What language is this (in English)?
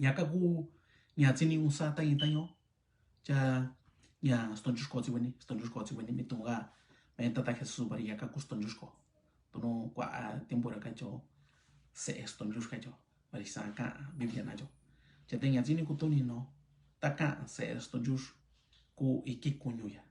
Mixtepec Mixtec